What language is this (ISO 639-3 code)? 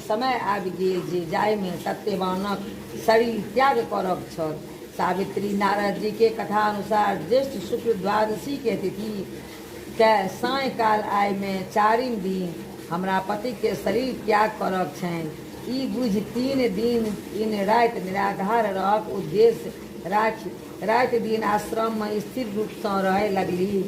mai